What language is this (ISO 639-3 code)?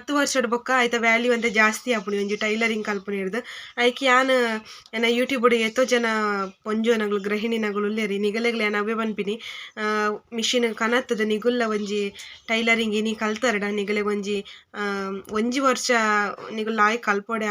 tcy